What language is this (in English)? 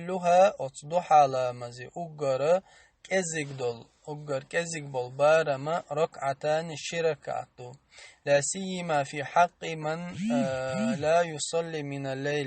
Chechen